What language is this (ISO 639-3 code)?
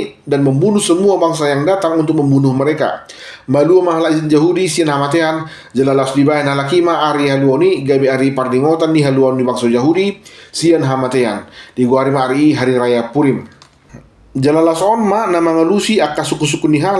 bbc